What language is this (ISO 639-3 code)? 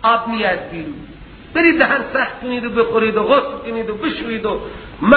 fas